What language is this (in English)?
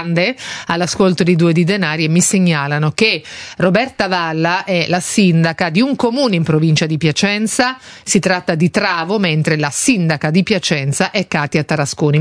Italian